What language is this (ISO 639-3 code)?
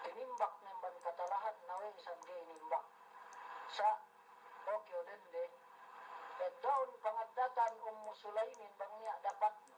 yka